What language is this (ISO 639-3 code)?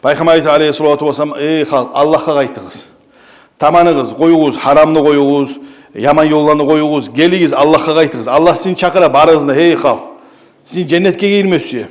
kum